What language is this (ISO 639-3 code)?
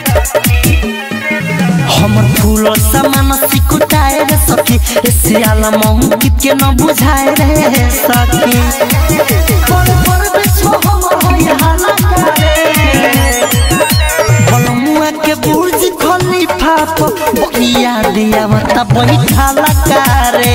bho